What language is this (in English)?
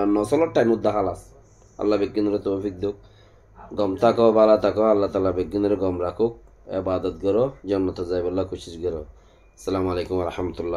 Rohingya